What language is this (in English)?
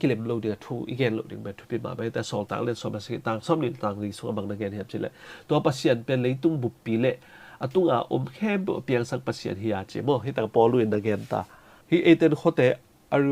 Tedim Chin